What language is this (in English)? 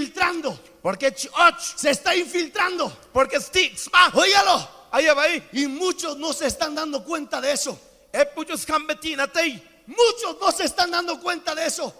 Spanish